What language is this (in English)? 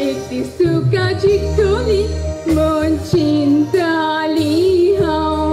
Konkani